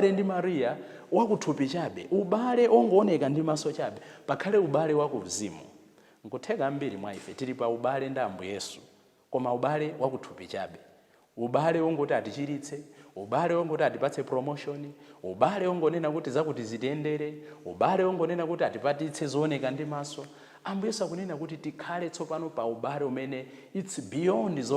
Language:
Nyanja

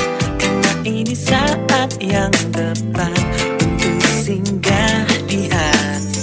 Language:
Indonesian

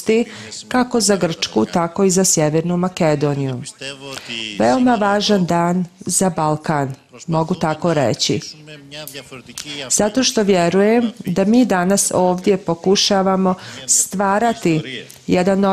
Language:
Serbian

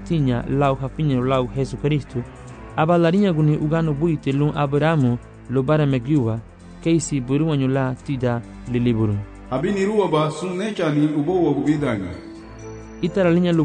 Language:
Garifuna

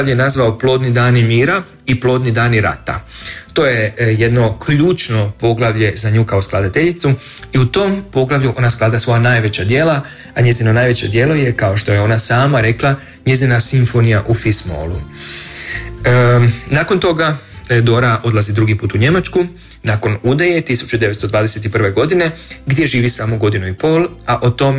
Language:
Croatian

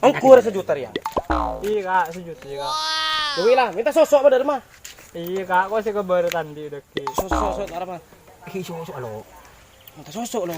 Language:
Madurese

